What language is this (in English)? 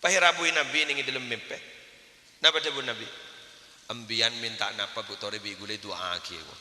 Madurese